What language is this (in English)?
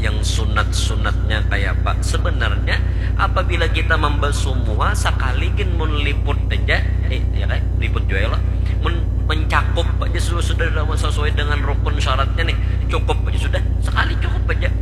Banjar